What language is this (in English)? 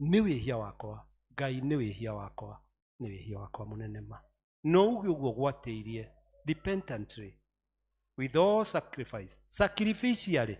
Kikuyu